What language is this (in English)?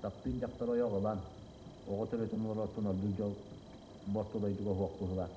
Yakut